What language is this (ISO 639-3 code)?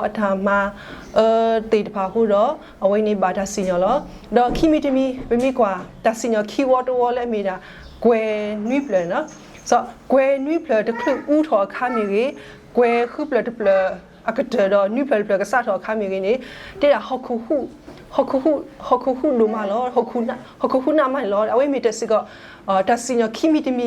ksw